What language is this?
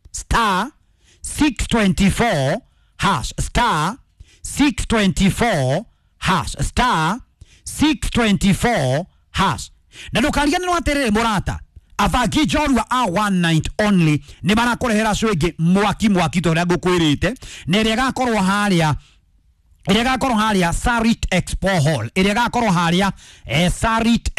Kikuyu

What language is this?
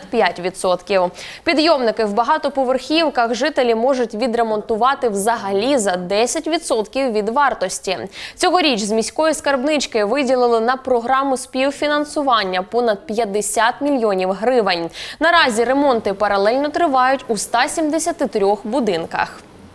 Ukrainian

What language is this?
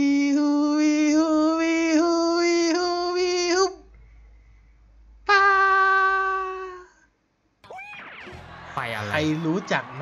Thai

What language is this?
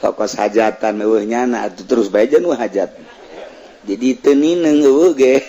Sundanese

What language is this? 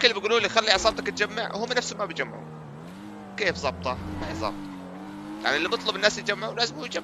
North Levantine Arabic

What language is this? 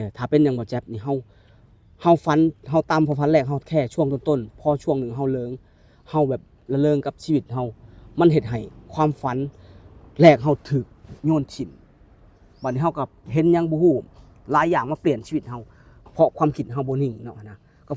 Lao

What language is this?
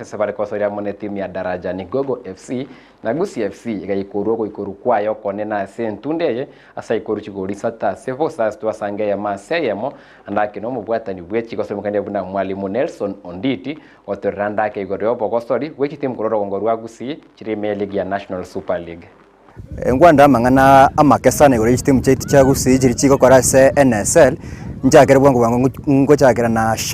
Gusii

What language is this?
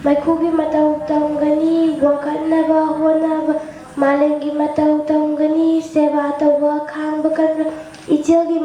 Manipuri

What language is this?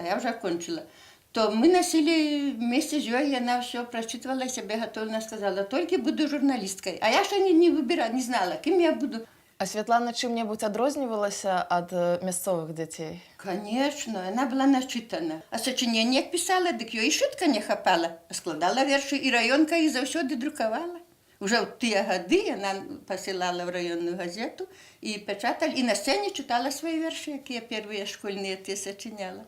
Belarusian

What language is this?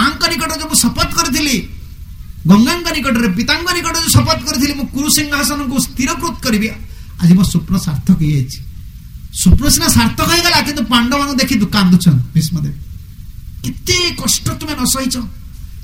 Odia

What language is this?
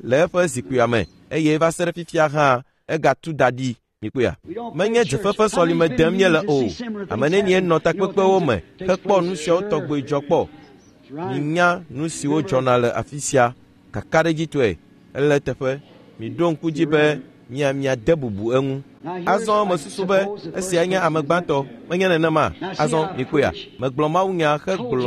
Ewe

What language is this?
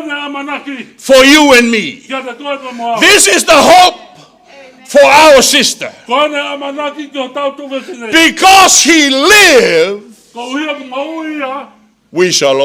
Tongan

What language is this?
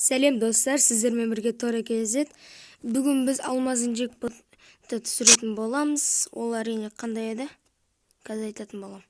Kazakh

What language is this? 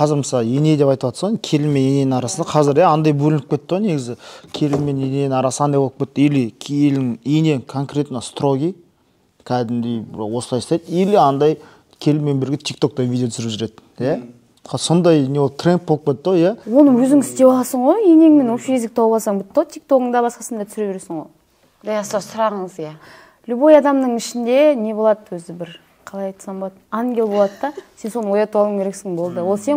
Kazakh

